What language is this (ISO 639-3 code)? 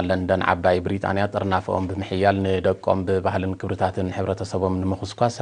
tir